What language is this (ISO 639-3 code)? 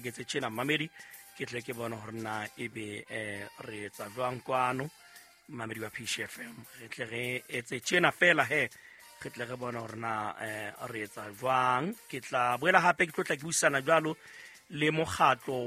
sot